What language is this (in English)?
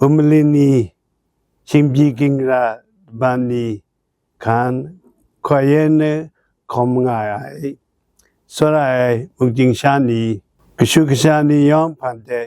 Kachin